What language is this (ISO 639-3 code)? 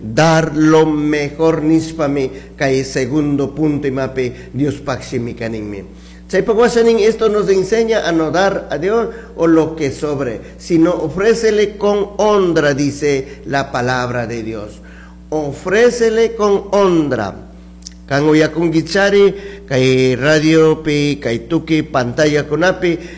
qug